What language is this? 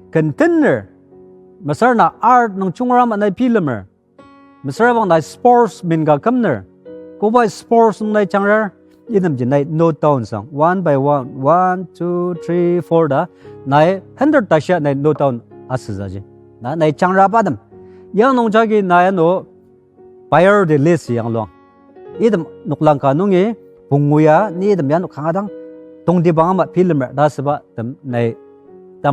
Ao Naga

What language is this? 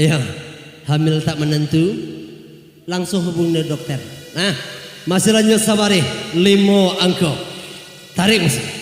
Minangkabau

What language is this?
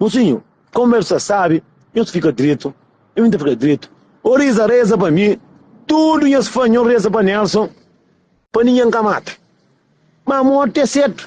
Kabuverdianu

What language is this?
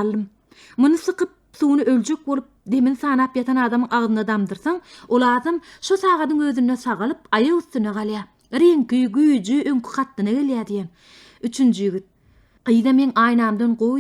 Turkmen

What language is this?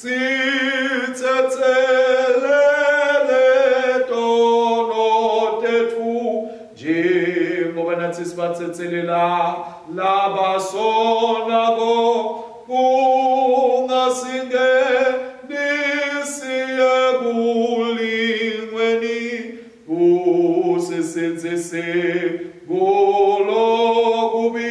Swati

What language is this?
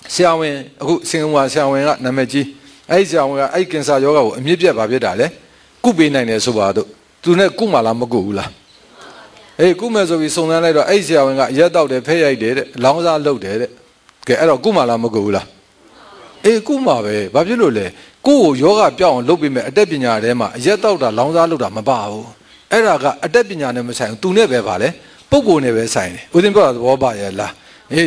Burmese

